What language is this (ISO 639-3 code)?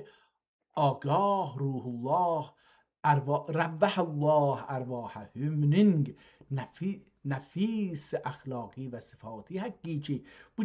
azb